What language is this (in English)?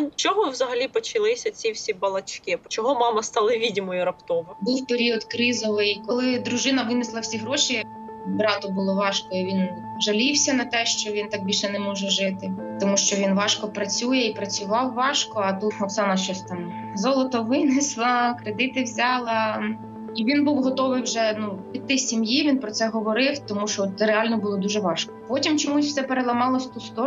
Ukrainian